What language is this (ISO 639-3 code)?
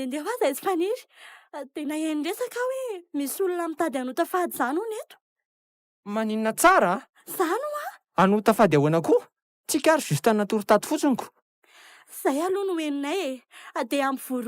mlg